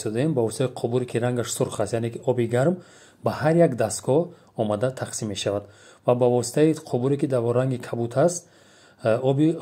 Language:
Tajik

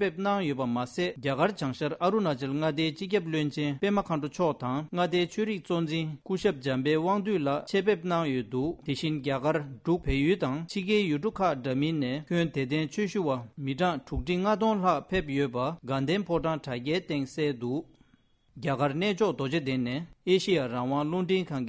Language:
Tibetan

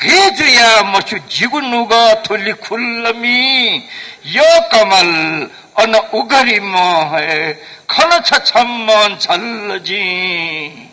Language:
Newari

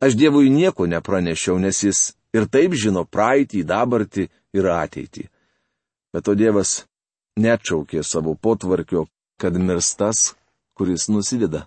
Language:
Lithuanian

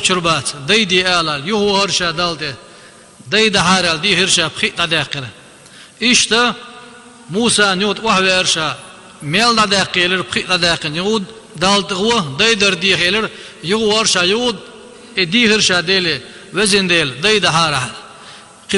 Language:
Chechen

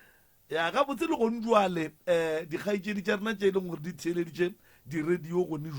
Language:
Northern Sotho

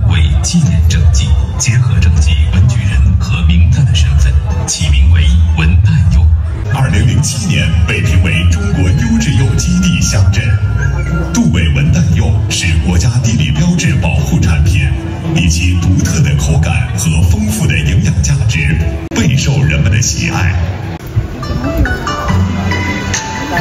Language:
Chinese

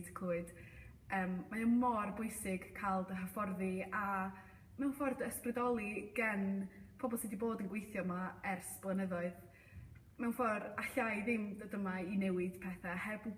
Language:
Welsh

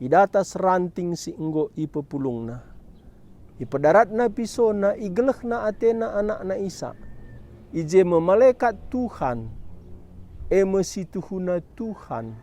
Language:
Batak Karo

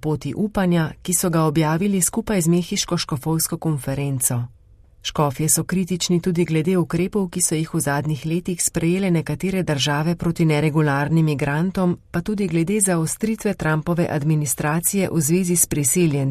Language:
Slovenian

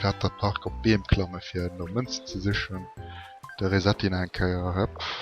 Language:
Luxembourgish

